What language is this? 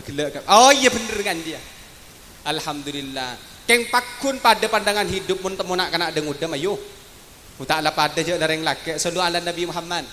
Madurese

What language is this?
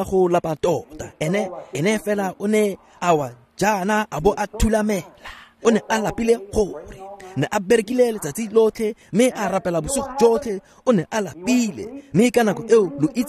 Tswana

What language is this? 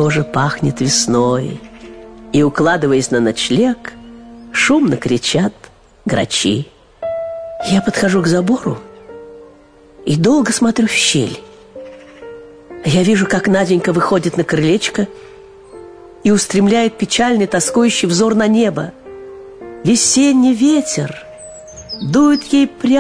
Russian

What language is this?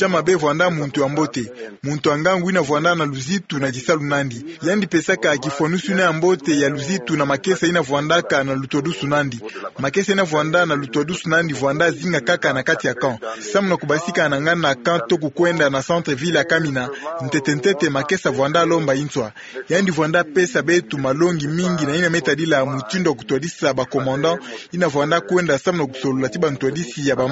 Kituba (Democratic Republic of Congo)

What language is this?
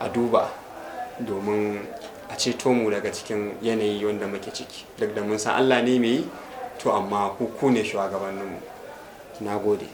Hausa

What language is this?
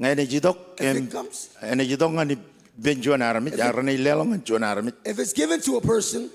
Marshallese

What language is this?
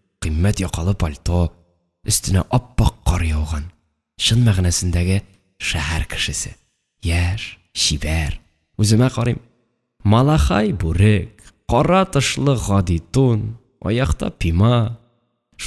Tatar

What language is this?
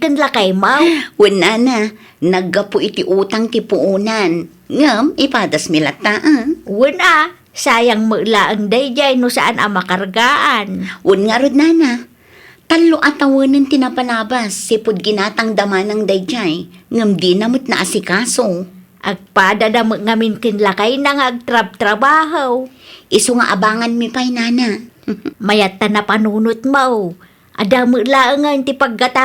Iloko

